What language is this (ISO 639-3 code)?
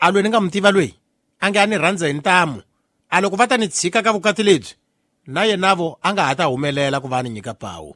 tso